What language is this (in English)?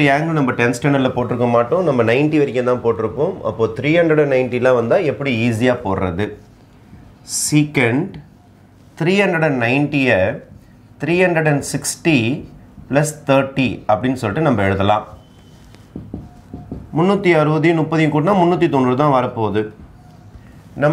Tamil